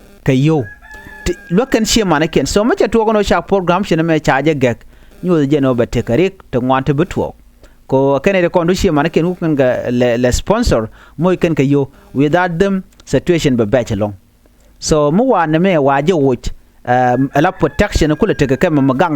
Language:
Nuer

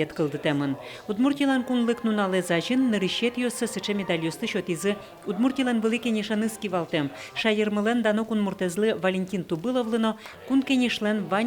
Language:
Udmurt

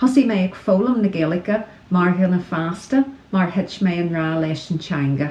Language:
Irish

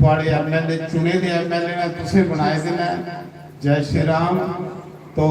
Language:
Dogri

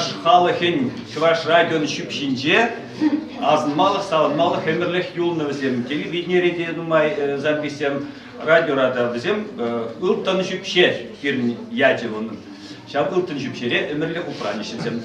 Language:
Chuvash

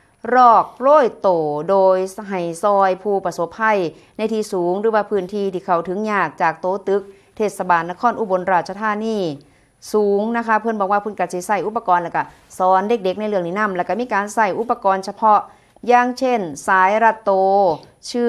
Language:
Northeastern Thai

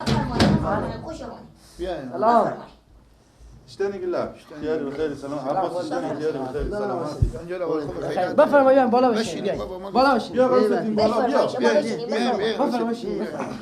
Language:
Persian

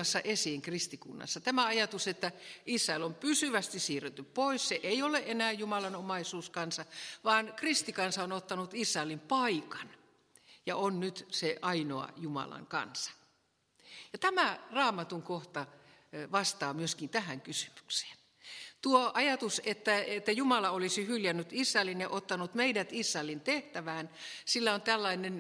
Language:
Finnish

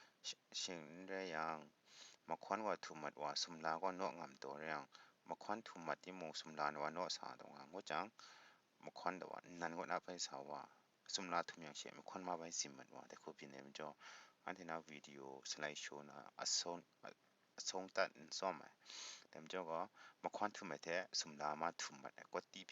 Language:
Kachin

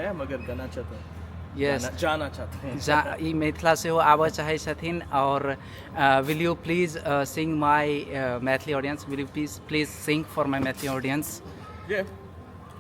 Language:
Maithili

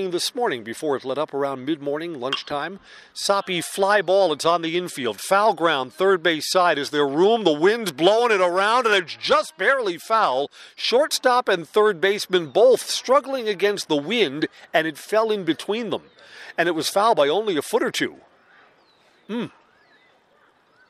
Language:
English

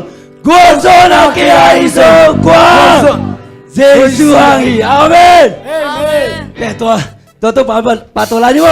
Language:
Tedim Chin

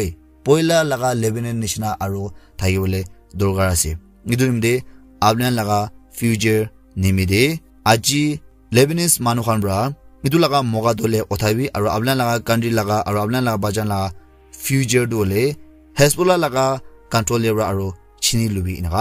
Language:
Naga Pidgin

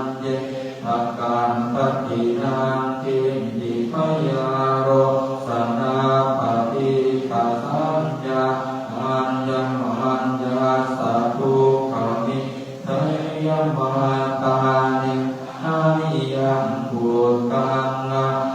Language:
Pali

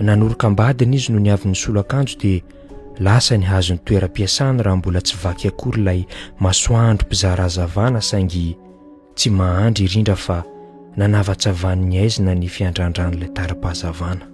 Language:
Malagasy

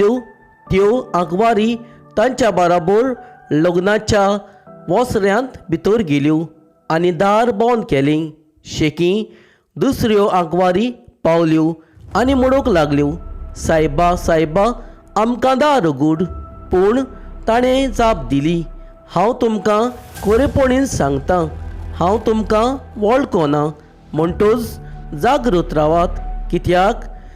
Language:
Konkani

